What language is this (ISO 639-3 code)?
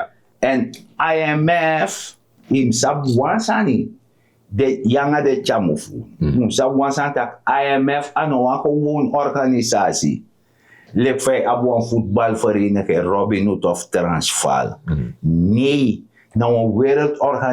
srn